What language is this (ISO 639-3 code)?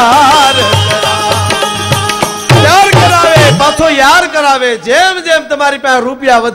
guj